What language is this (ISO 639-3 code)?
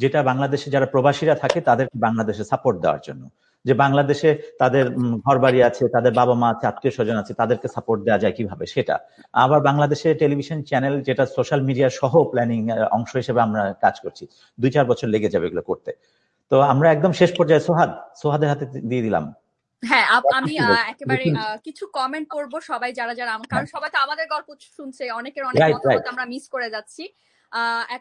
ben